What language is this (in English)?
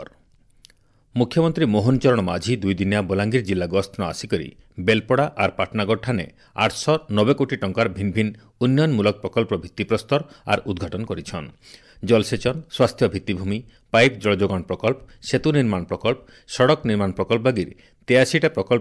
Odia